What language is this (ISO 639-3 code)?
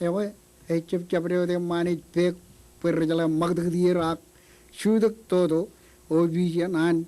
mah